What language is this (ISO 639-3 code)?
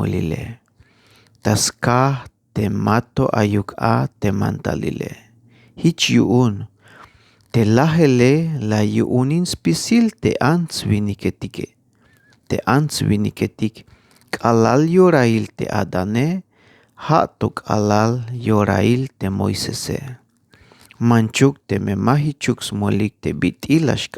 tzh